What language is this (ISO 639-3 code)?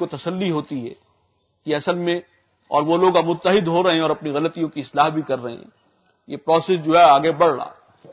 urd